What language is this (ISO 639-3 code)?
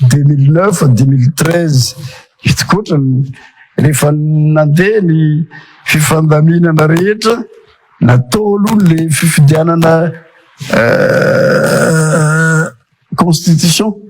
mlg